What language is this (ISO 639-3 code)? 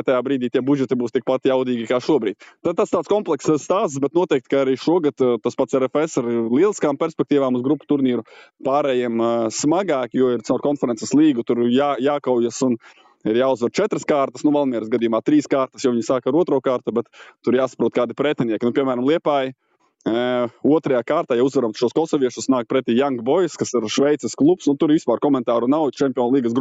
lav